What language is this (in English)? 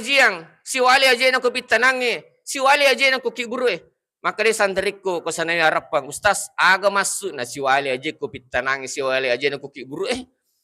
Buginese